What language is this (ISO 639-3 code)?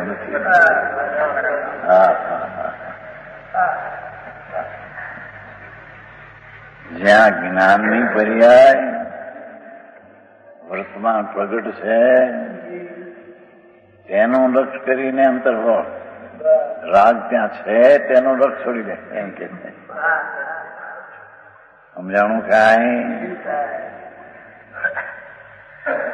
guj